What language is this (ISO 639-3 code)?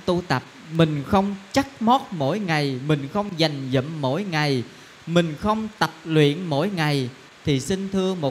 vie